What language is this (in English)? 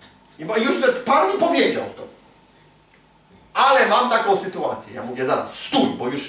Polish